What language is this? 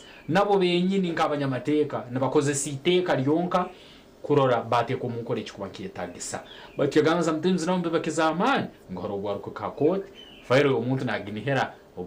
Nyankole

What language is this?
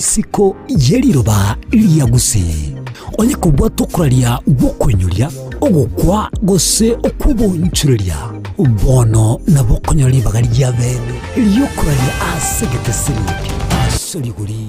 Gusii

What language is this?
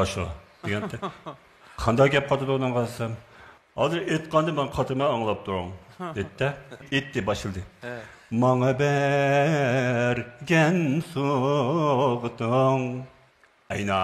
Uyghur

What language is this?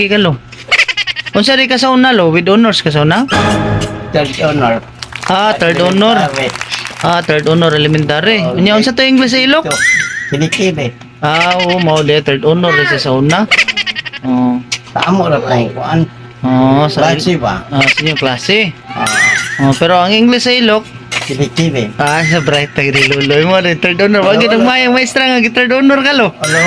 Cebuano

